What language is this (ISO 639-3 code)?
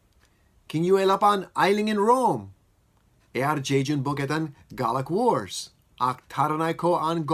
mah